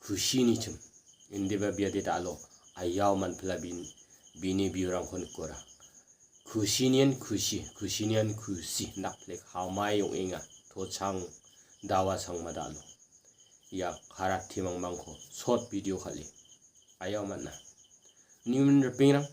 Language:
Garo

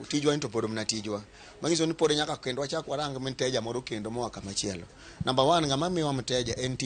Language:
Luo (Kenya and Tanzania)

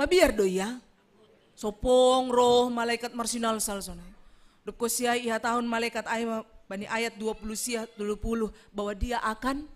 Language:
Batak Simalungun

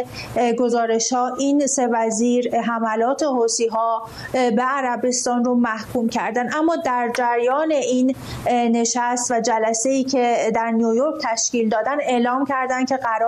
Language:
Persian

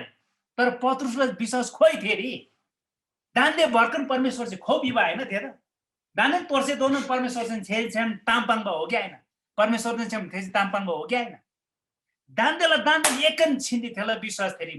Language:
Eastern Tamang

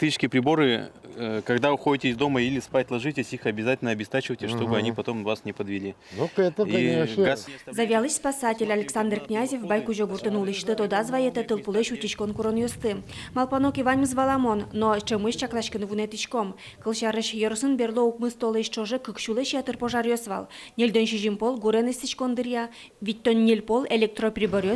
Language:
Udmurt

